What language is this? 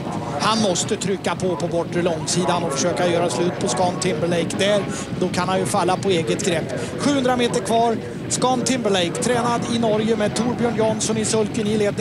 Swedish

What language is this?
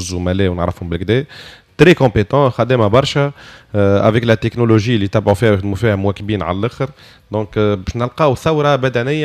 Tunisian Arabic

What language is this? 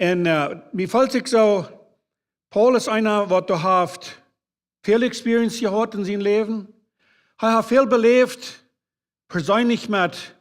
Plautdietsch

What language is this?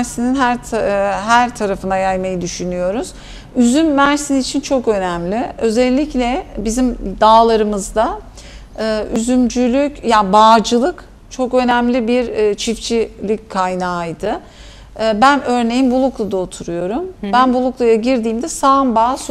Turkish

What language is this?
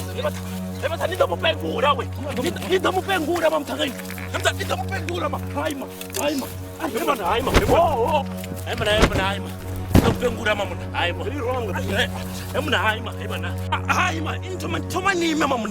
Venda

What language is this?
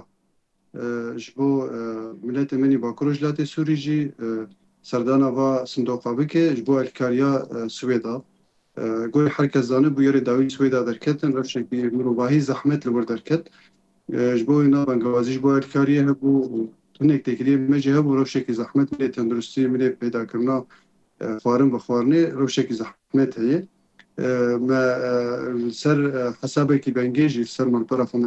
Kurdish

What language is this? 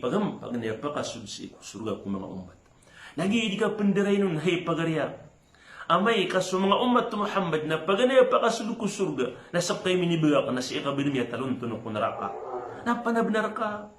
Maranao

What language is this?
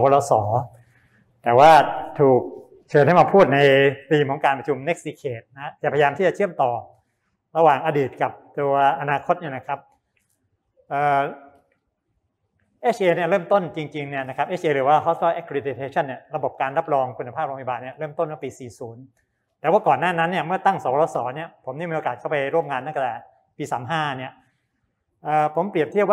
Thai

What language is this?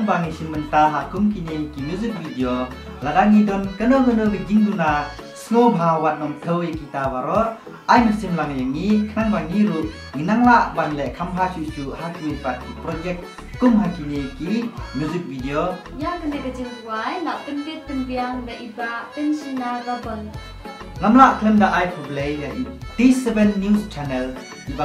Khasi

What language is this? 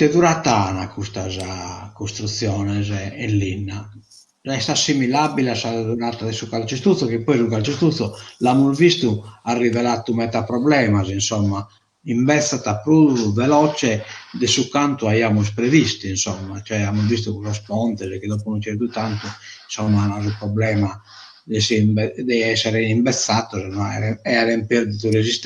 Sardinian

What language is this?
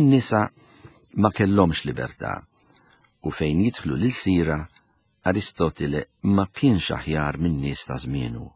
Maltese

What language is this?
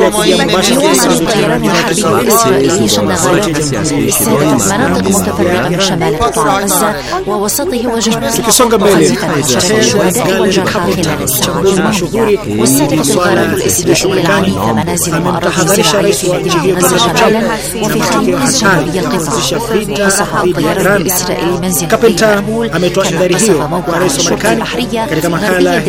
Arabic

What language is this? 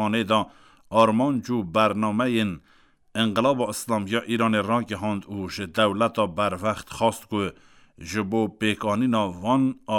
Kurdish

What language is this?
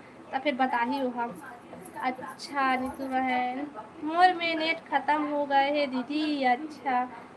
Chhattisgarhi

